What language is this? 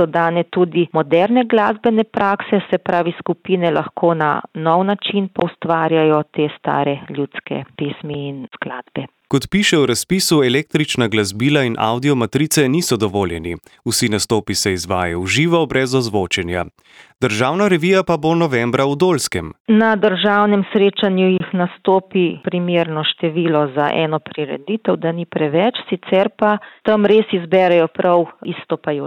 Slovenian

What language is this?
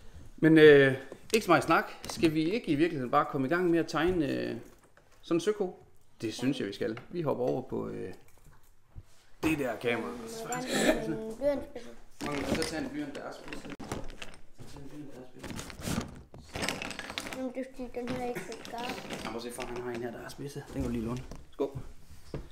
Danish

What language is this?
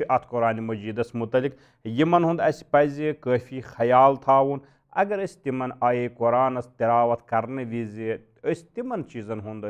Kashmiri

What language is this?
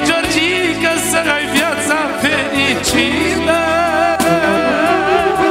Romanian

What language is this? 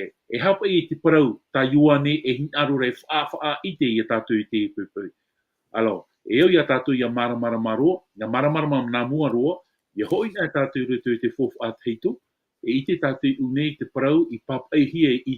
Tahitian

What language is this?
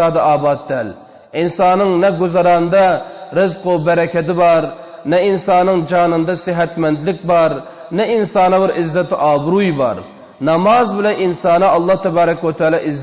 Turkmen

